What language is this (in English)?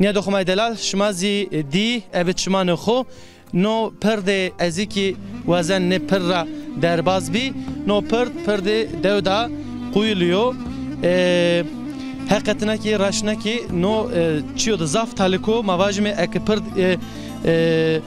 Zaza